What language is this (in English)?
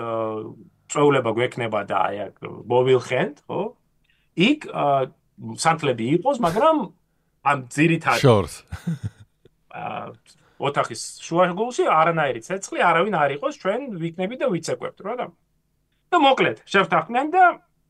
Georgian